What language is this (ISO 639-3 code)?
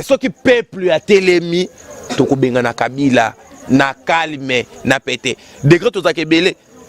lin